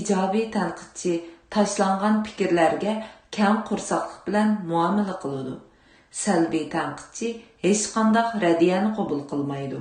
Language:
Uyghur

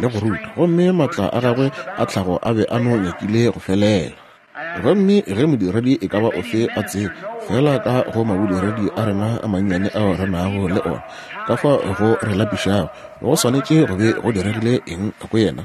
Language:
Northern Sotho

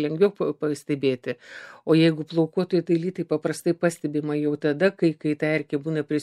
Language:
Lithuanian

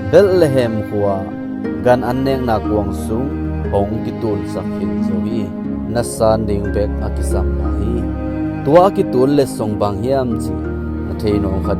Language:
Tedim Chin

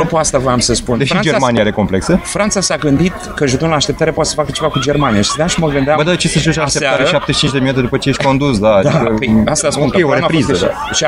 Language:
Romanian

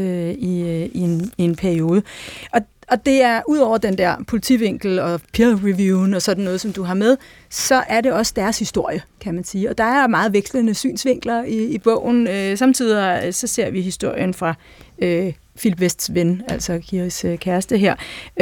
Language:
Danish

